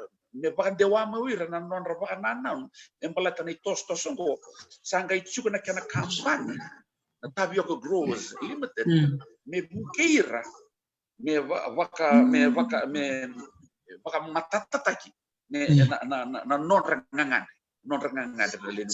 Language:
Fijian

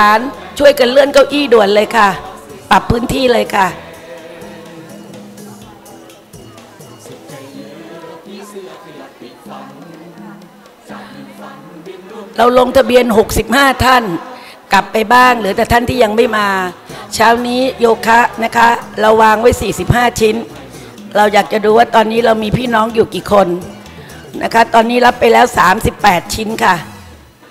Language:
Thai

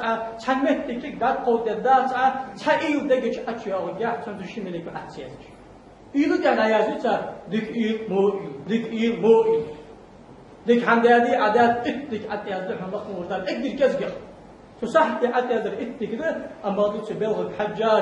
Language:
Ingush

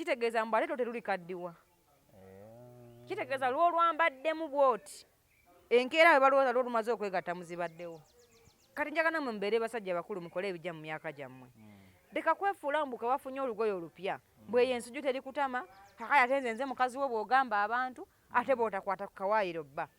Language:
Ganda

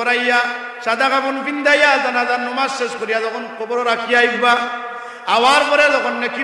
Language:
Sylheti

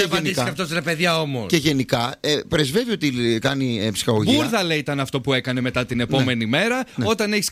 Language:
Greek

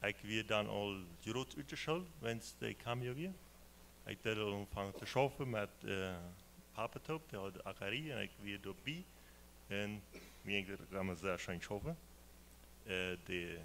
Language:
Plautdietsch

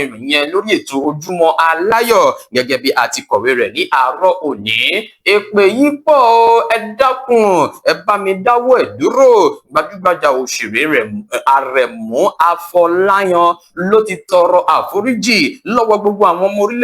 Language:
Yoruba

